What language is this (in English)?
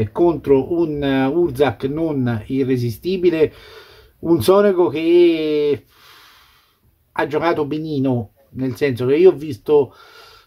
Italian